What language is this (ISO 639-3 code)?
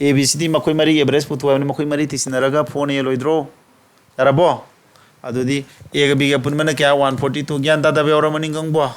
mni